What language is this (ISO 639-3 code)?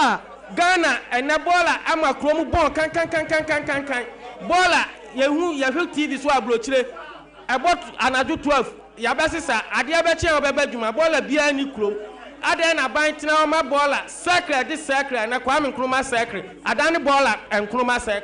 aka